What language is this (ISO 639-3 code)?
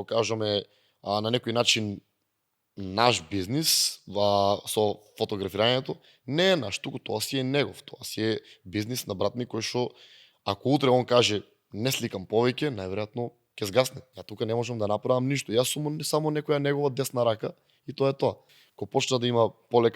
mkd